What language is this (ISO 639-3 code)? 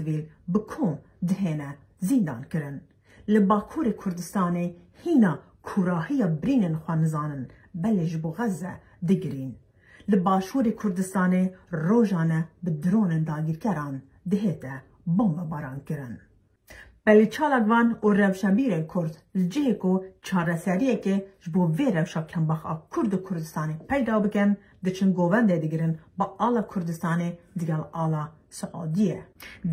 kur